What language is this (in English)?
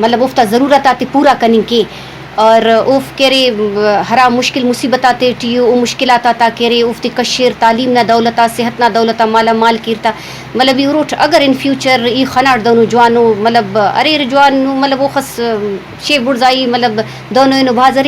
Brahui